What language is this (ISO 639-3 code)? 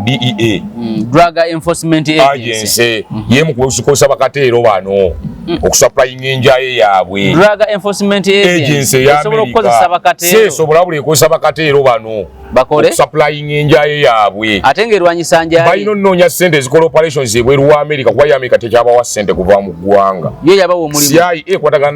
lug